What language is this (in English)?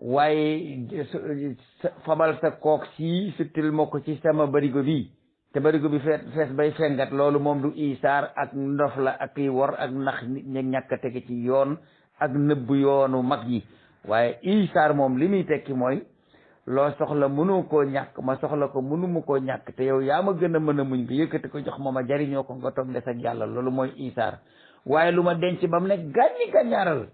Wolof